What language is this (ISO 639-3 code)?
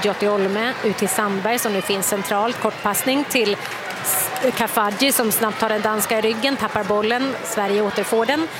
swe